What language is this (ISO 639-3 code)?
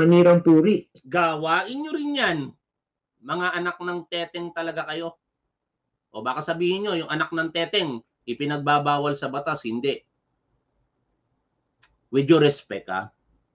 fil